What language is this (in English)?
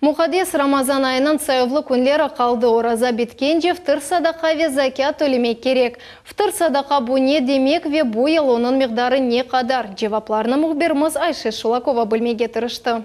Crimean Tatar